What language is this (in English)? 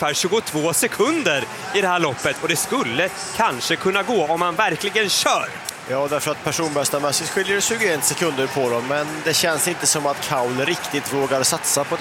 Swedish